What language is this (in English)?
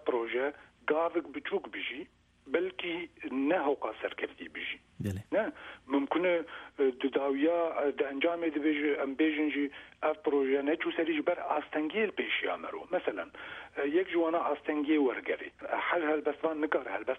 Kurdish